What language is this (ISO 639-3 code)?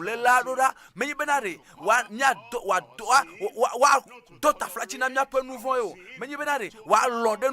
ewe